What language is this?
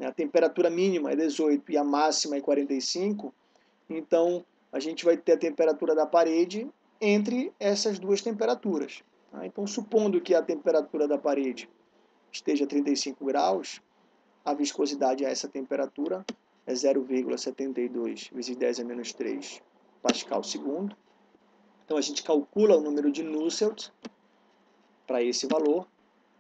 Portuguese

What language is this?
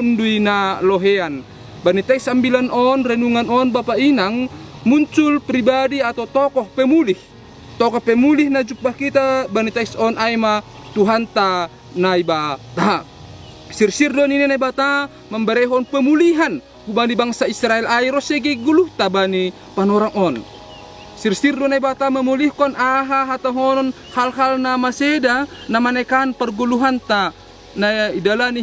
Batak Simalungun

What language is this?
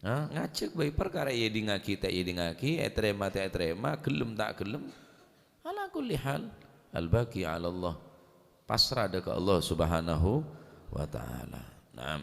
Madurese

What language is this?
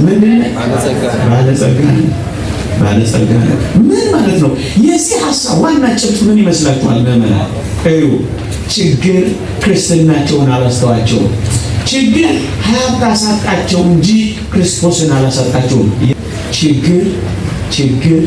Amharic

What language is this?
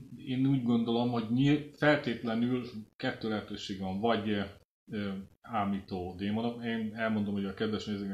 Hungarian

